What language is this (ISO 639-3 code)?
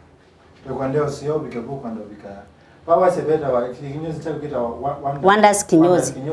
kam